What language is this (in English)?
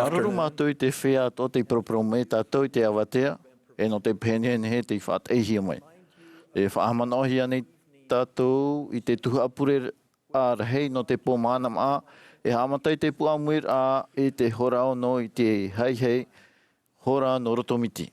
Tahitian